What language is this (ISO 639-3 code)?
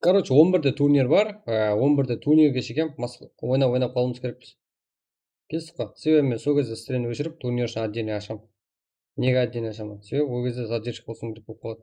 kaa